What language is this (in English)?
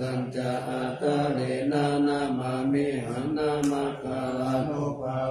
Pali